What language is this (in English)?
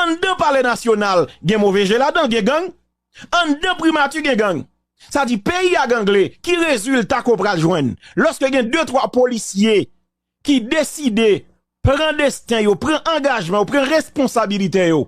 Haitian Creole